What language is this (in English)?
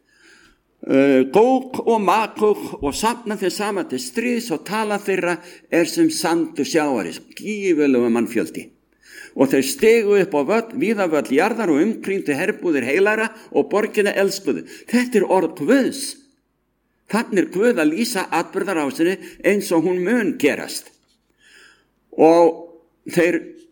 Icelandic